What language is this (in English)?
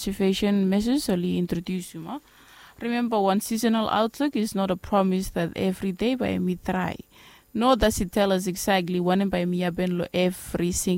Bislama